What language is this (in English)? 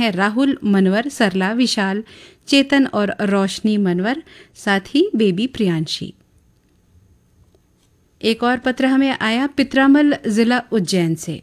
Hindi